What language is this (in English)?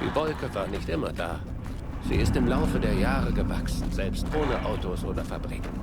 Bavarian